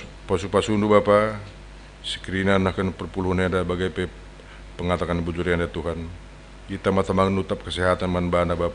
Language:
Batak Karo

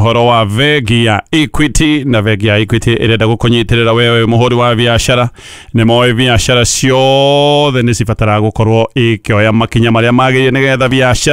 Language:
Kikuyu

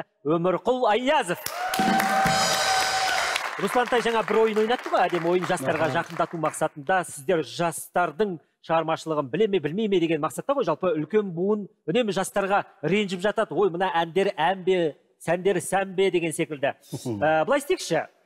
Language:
Kazakh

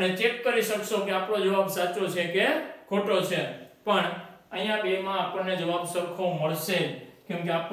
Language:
Gujarati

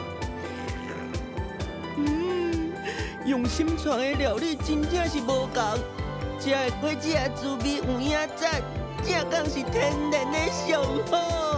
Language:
Min Nan Chinese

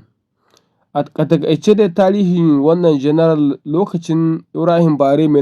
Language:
Hausa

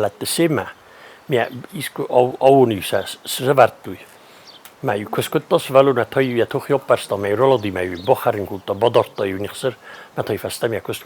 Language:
Ossetic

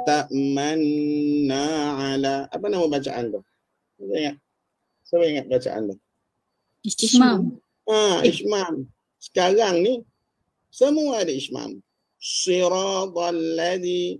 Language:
Malay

